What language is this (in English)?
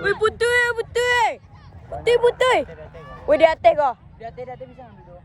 Minangkabau